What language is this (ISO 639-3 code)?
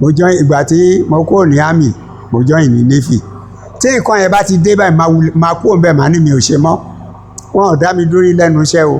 yor